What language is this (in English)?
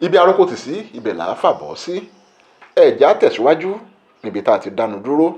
Yoruba